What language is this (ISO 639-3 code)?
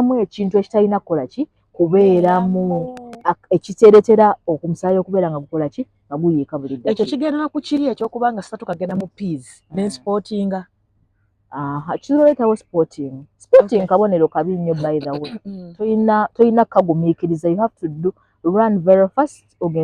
lug